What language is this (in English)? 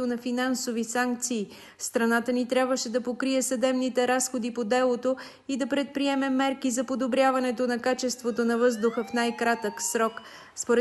Bulgarian